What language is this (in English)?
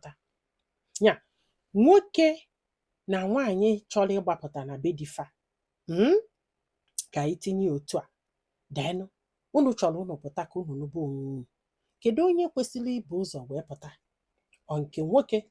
Igbo